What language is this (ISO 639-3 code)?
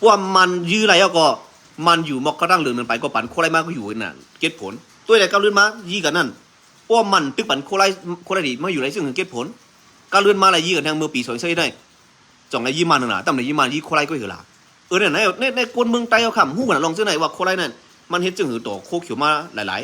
shn